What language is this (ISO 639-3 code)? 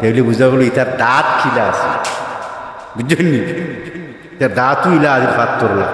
syl